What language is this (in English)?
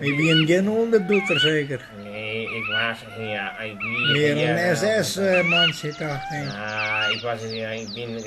Western Frisian